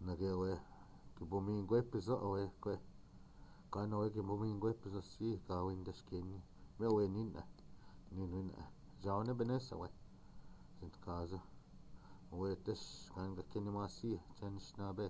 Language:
Chippewa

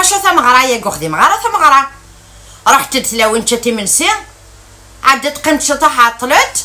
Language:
Kabyle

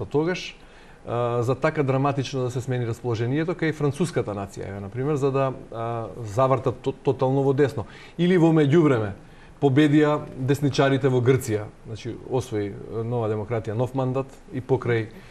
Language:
Macedonian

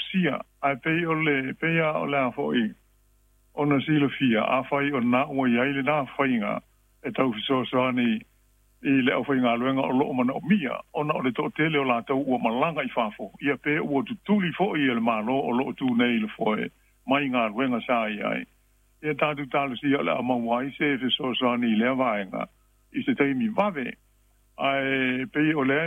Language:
Samoan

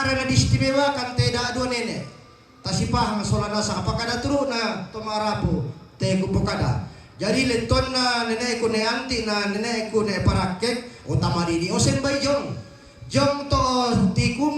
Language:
Toraja-Sa'dan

